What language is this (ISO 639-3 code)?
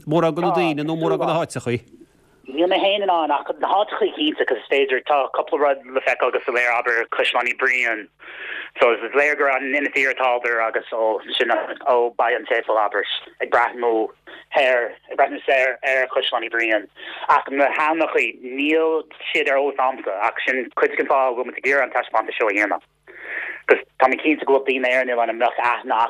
gle